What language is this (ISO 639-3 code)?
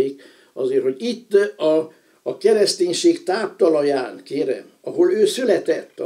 hun